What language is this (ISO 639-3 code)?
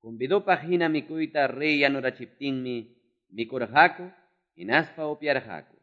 que